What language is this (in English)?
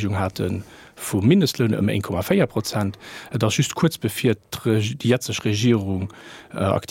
Luxembourgish